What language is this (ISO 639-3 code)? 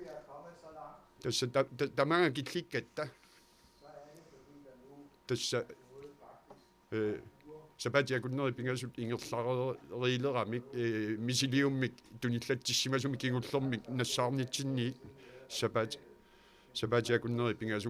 kal